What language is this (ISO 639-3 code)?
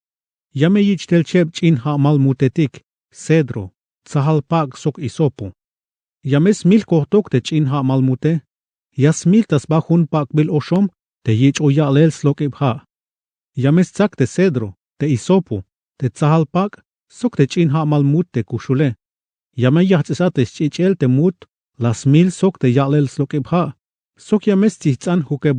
tzh